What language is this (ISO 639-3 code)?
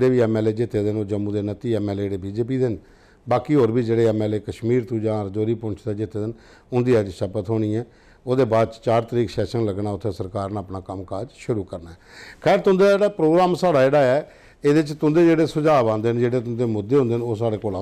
doi